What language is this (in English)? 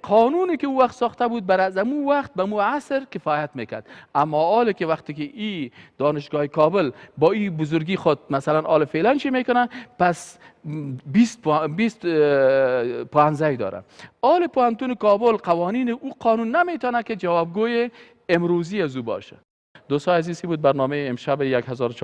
Persian